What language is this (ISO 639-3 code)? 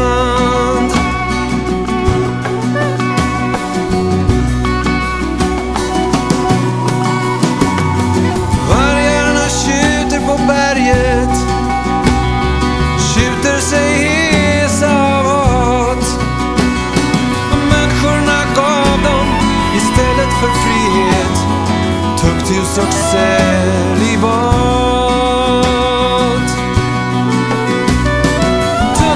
swe